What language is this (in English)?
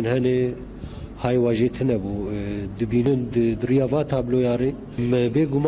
Kurdish